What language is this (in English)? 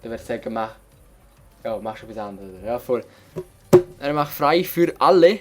Swiss German